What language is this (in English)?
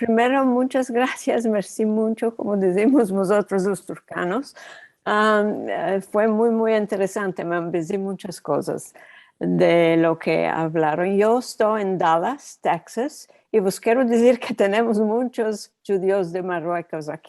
Ladino